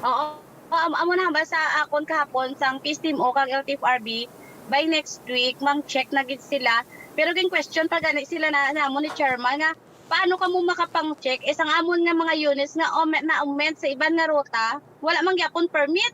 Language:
Hiligaynon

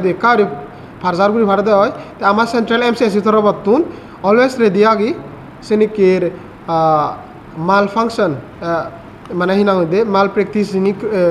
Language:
Chakma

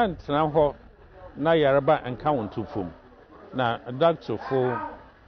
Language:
Akan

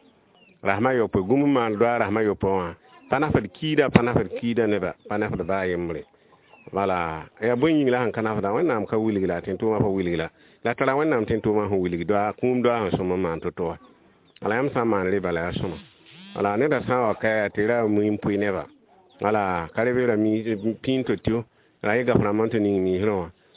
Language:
Mossi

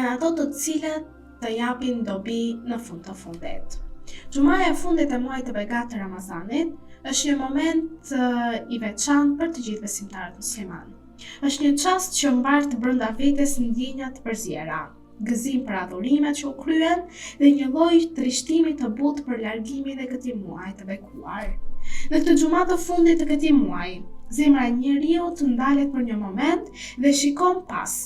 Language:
Albanian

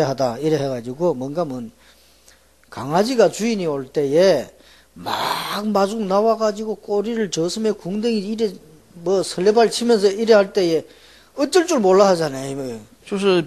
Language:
Korean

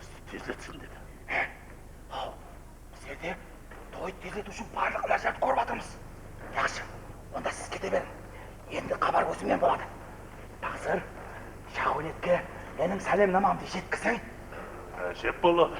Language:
Kara-Kalpak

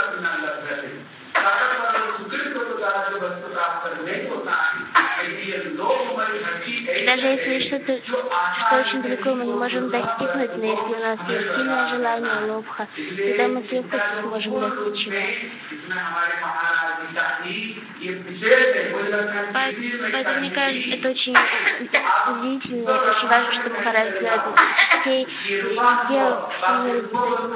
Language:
Russian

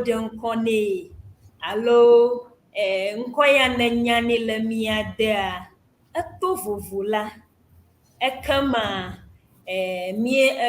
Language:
Ewe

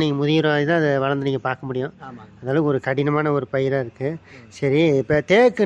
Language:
Tamil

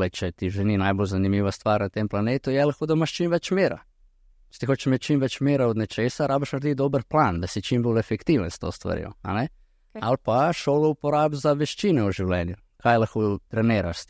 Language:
Slovenian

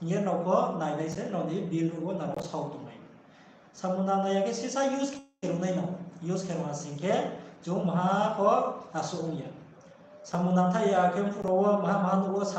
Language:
Riang (India)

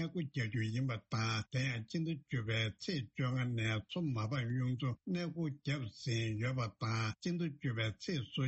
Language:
Tibetan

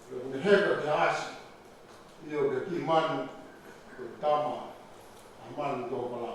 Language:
Tongan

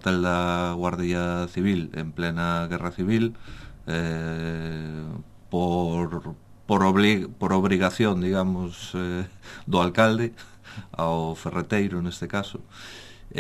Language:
Galician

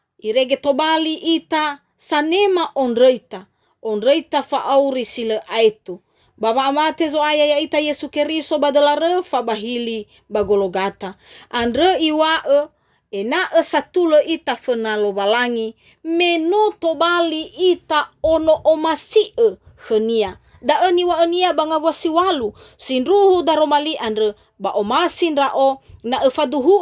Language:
Nias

